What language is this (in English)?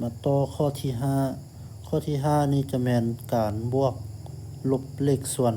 Lao